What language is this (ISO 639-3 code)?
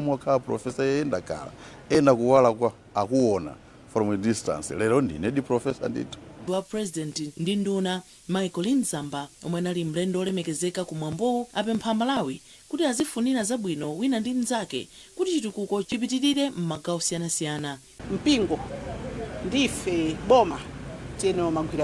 nya